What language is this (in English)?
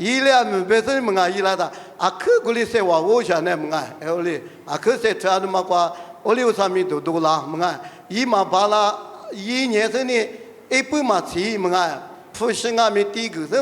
Lisu